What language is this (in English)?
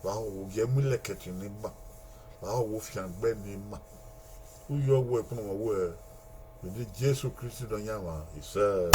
Bini